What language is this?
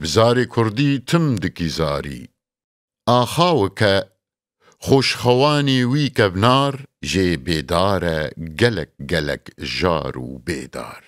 Kurdish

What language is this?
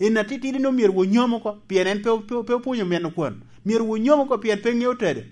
Lango (Uganda)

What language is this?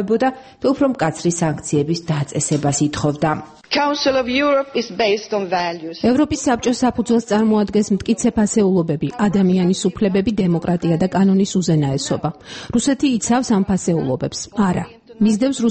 Georgian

